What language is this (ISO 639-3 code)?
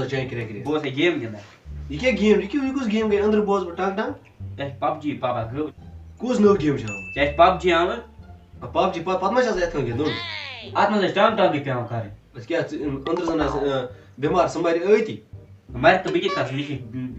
kas